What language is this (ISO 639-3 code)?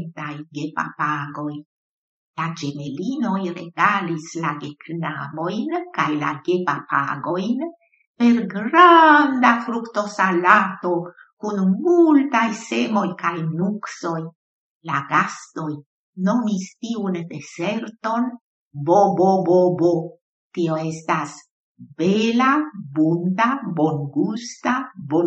epo